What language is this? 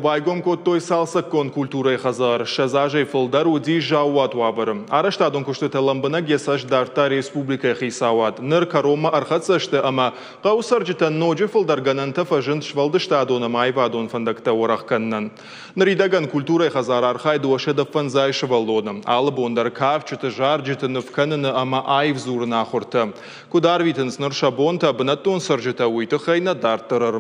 Ossetic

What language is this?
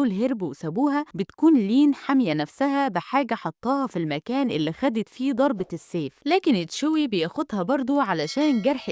Egyptian Arabic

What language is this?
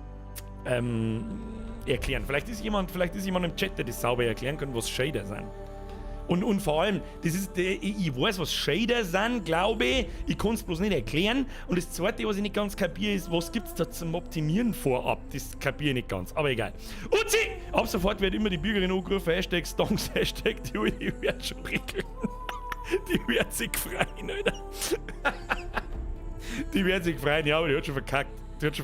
Bavarian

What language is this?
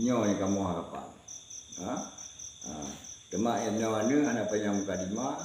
Achinese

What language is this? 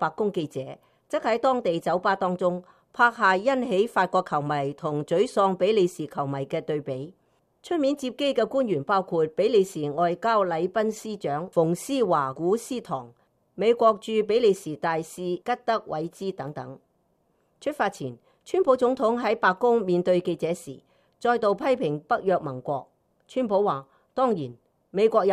Cantonese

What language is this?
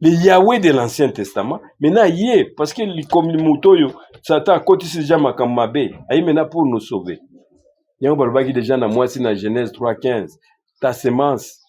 Lingala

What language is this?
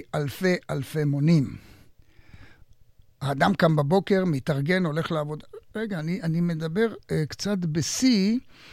Hebrew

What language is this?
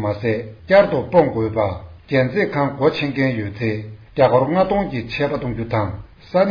Tibetan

